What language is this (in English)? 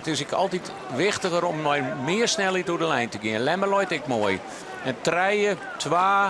Western Frisian